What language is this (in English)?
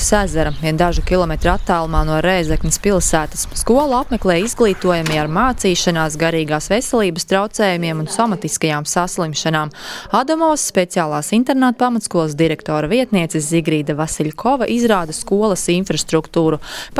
Latvian